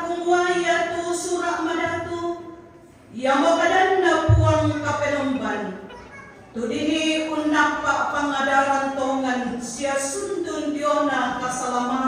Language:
Toraja-Sa'dan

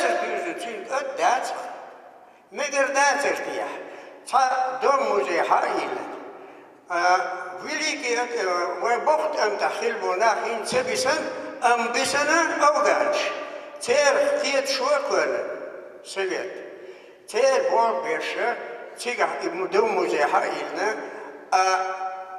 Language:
Chechen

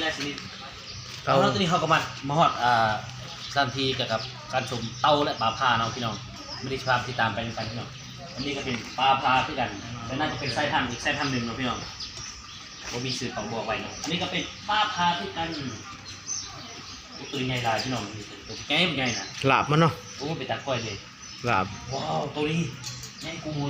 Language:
Lao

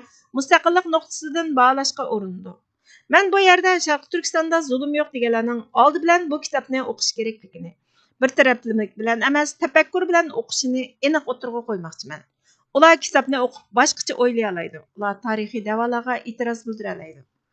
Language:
Uyghur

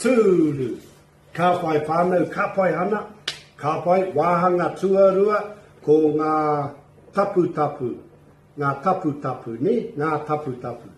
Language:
Māori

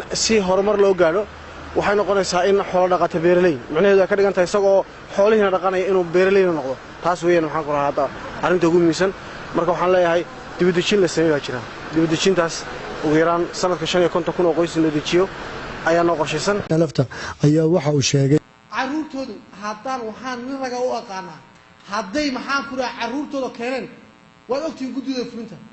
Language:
Somali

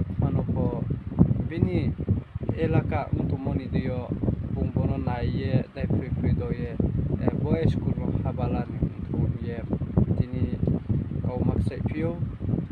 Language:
Riang (India)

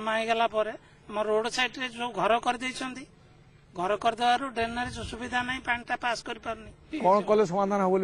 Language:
Odia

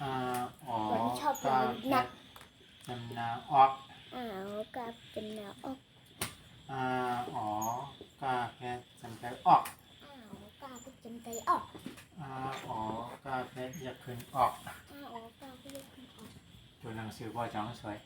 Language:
Shan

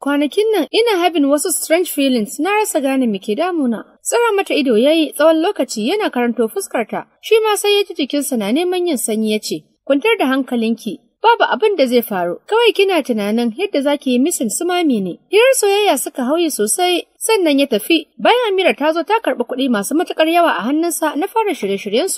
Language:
Hausa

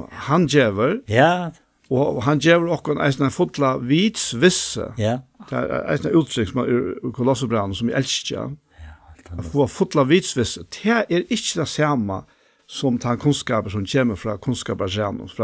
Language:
Faroese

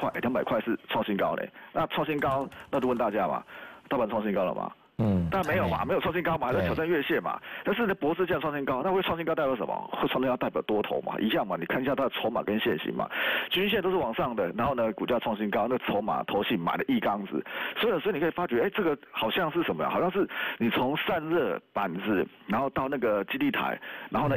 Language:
Chinese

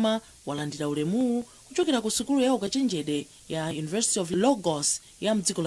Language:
Nyanja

